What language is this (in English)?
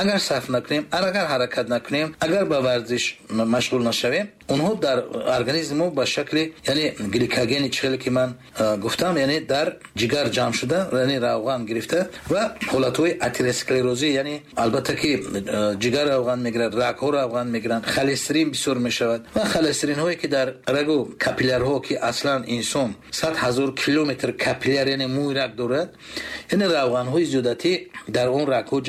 Tajik